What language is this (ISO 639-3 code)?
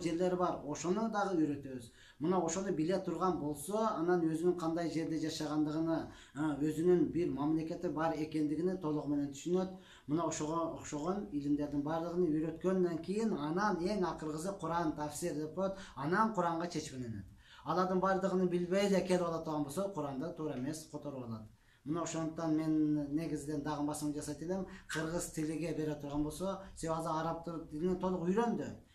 kir